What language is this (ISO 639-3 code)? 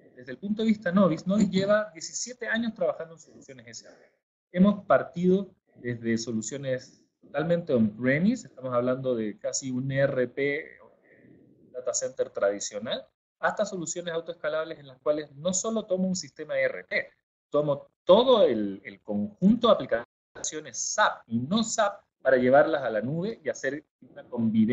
spa